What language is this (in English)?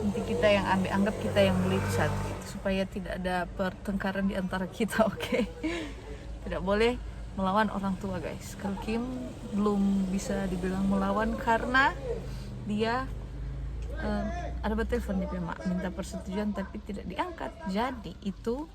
Manado Malay